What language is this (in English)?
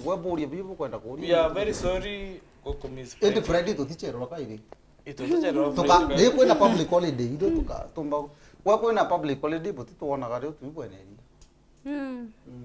Meru